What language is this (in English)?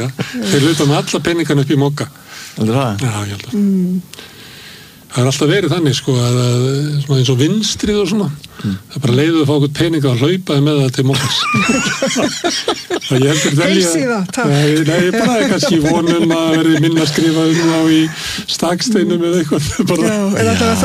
Icelandic